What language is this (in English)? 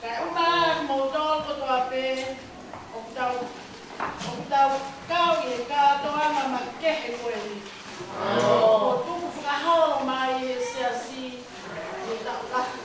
Tongan